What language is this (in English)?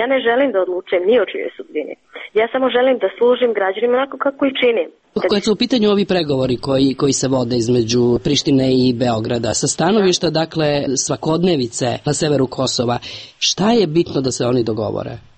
Serbian